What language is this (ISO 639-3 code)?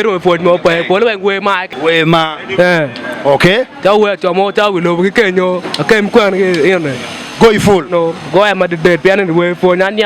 ach